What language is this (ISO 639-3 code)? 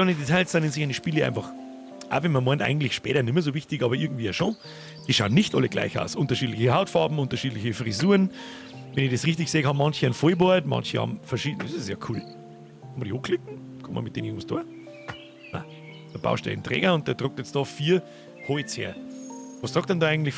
bar